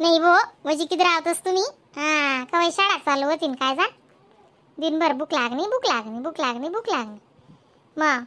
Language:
Khandesi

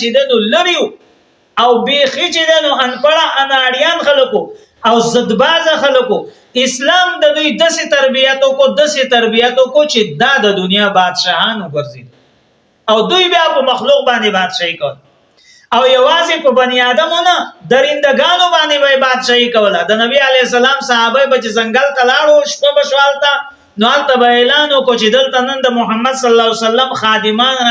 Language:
Pashto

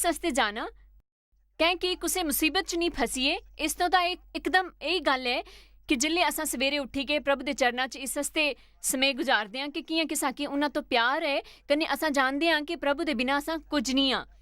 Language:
Dogri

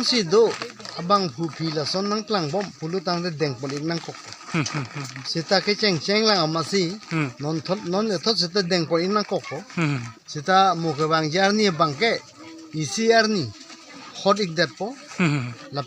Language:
Karbi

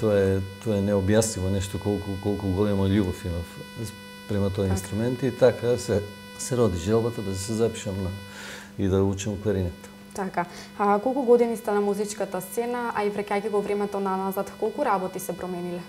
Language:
Macedonian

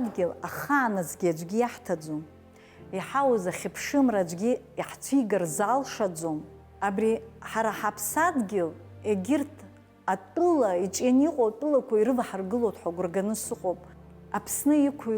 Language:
Abkhazian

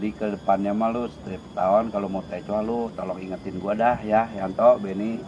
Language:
Betawi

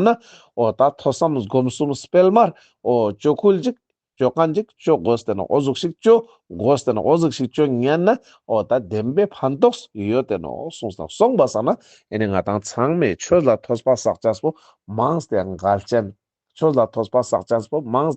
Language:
Ladakhi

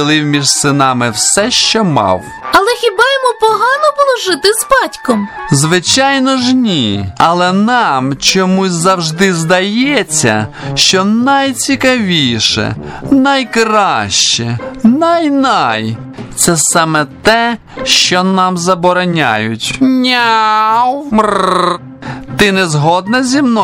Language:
Ukrainian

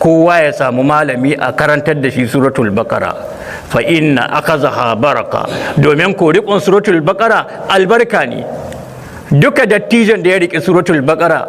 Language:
Hausa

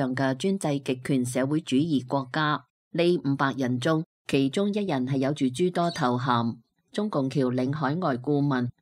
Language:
Cantonese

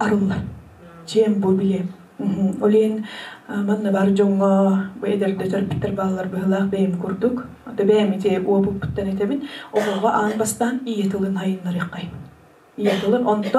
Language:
Yakut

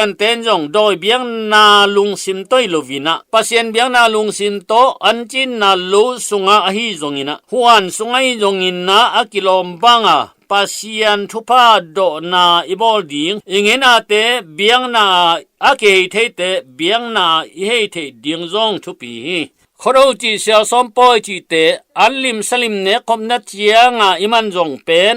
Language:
Tedim Chin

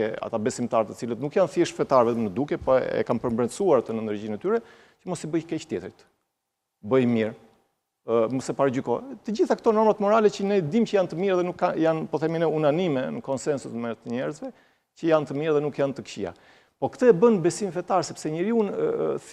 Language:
Albanian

